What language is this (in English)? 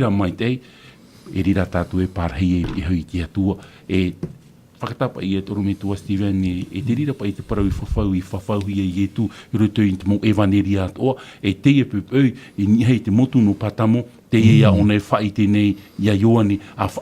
Tahitian